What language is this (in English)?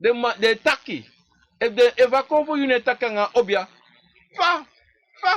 Sranan Tongo